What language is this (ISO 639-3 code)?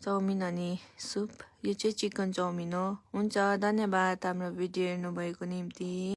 nep